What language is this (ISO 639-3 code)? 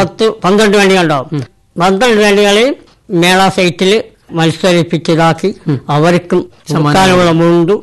mal